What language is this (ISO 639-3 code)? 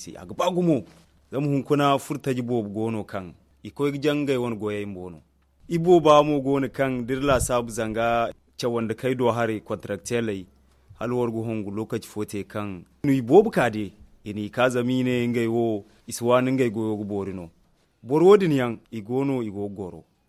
dje